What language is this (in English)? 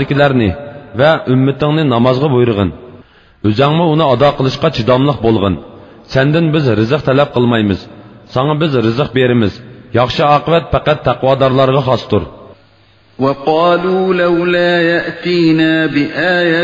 Uyghur